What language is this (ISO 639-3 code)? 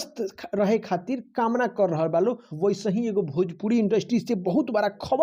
bho